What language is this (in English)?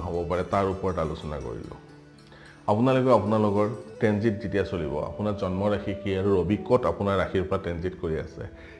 Assamese